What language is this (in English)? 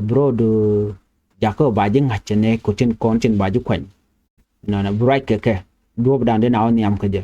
Nuer